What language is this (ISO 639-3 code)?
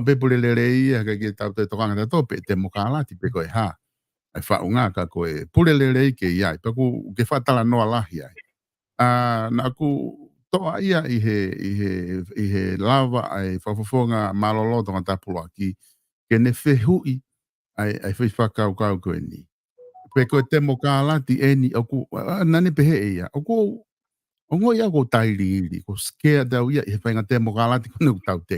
ton